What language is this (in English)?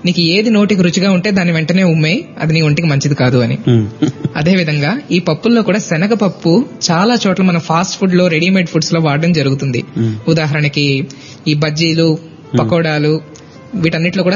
Telugu